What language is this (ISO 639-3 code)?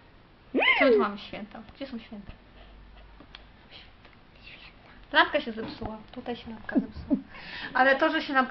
pol